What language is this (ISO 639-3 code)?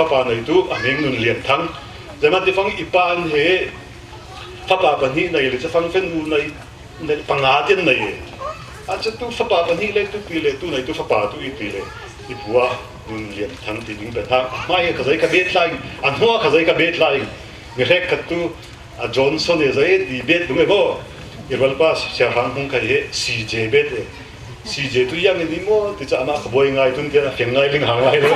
cfm